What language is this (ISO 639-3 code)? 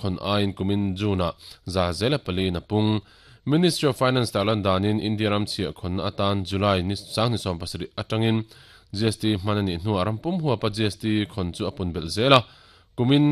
lus